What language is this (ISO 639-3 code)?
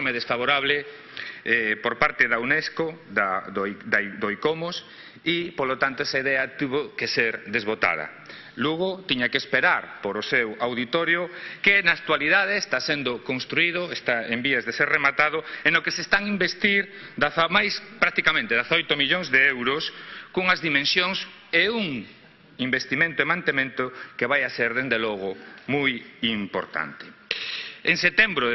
glg